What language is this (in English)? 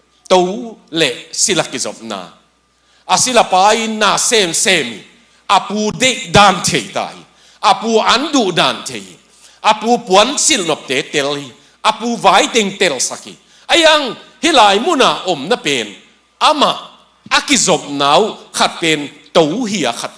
Tedim Chin